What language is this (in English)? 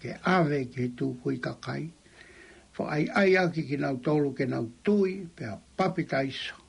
Tongan